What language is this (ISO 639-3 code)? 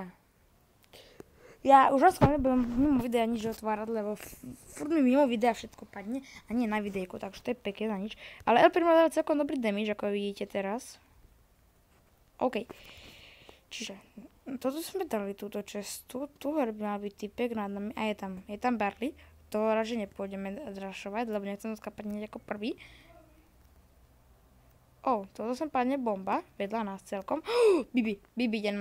slk